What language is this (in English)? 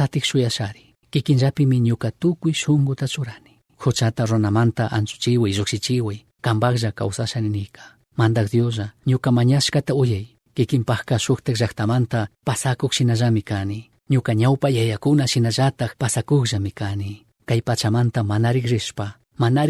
Chimborazo Highland Quichua